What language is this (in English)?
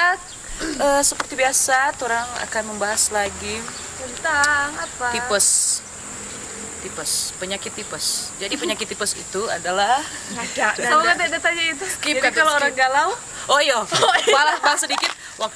Manado Malay